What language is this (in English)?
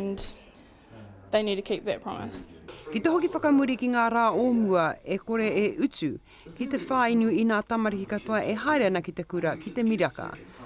Māori